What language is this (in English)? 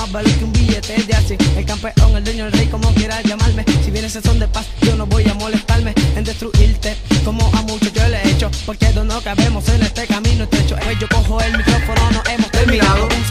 Spanish